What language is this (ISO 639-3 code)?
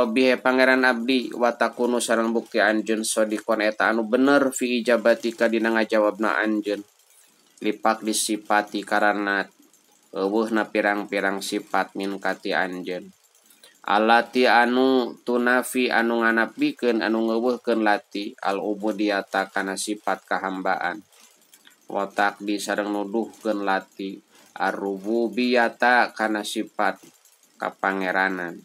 sun